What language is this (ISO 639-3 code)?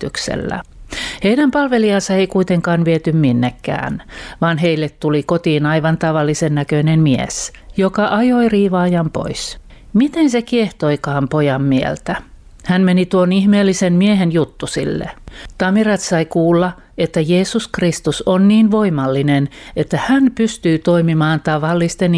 fin